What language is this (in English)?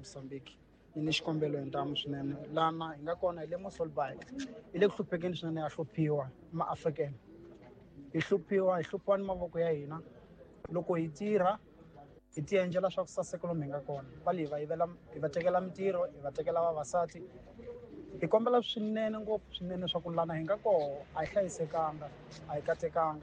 Tsonga